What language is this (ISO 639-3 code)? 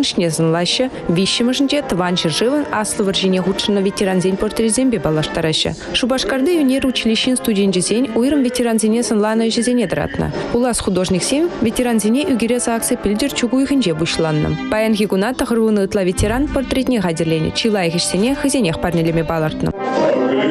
chv